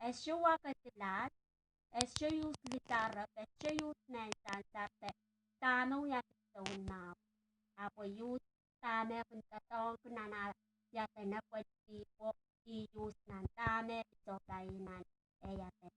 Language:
Pohnpeian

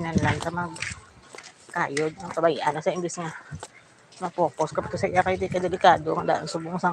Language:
Hiligaynon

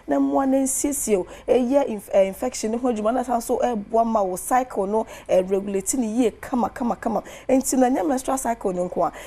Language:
Akan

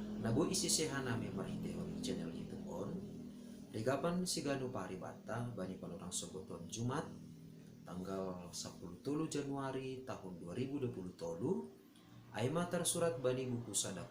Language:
Batak Simalungun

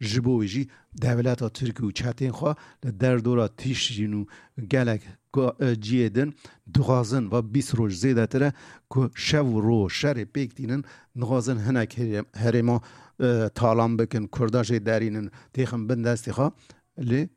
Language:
Kurdish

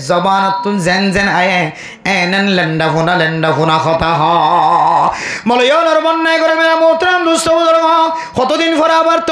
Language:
Rohingya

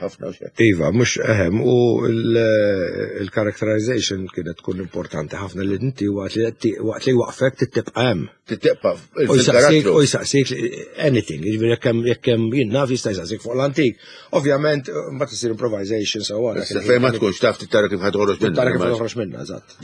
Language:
Maltese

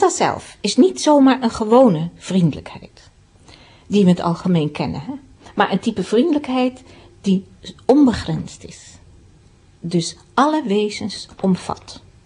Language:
Dutch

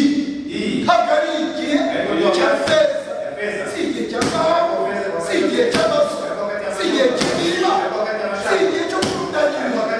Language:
Kinyarwanda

